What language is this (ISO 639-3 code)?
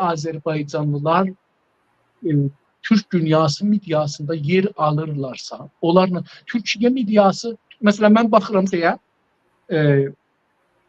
azb